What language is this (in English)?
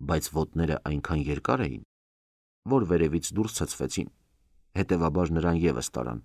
Armenian